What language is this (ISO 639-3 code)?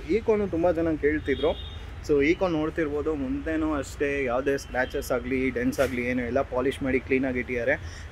kan